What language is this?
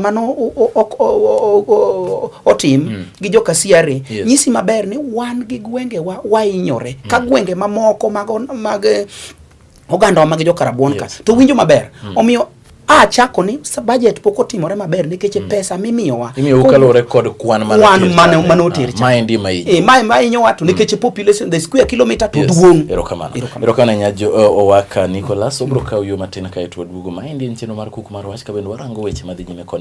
Luo (Kenya and Tanzania)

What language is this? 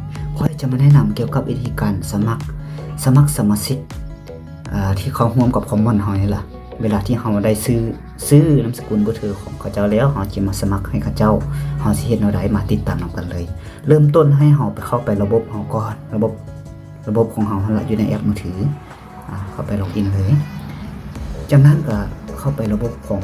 Lao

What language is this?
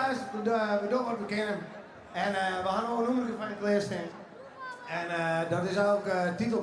Western Frisian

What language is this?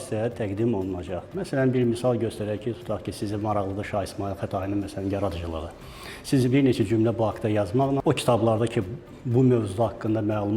Azerbaijani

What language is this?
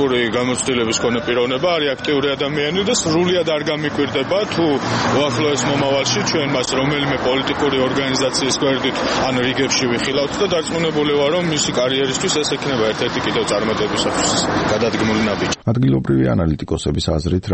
Georgian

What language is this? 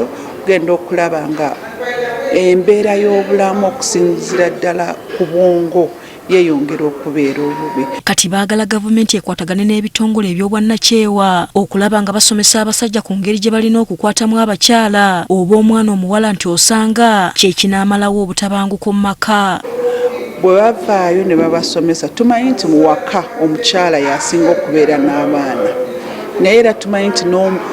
Ganda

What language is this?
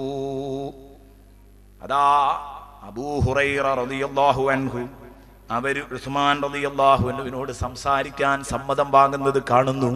Malayalam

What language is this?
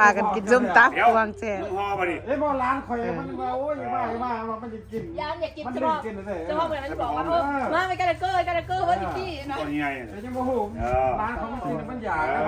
Lao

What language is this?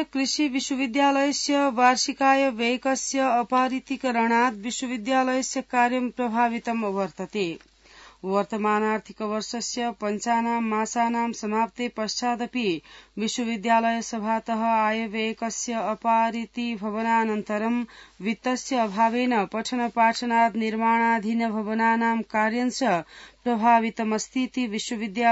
Sanskrit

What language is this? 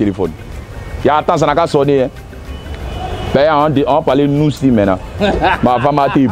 French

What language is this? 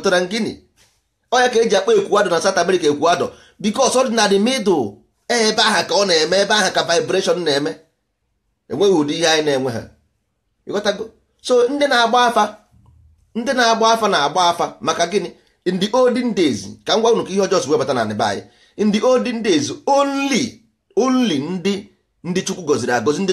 Igbo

